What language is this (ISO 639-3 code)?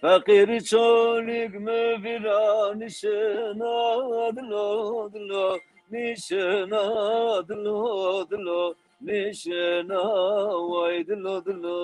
zza